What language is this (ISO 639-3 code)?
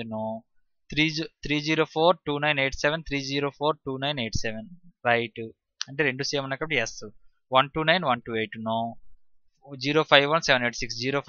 tel